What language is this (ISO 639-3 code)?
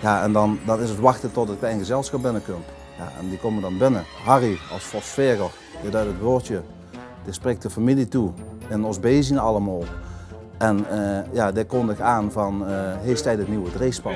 lim